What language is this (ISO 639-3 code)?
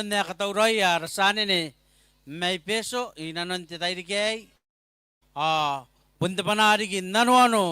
gil